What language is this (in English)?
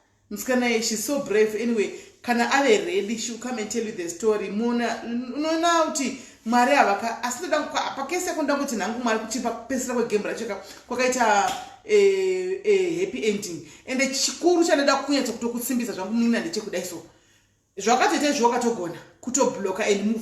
Shona